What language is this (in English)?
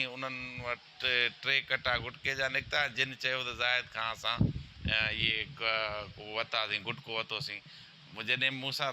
Sindhi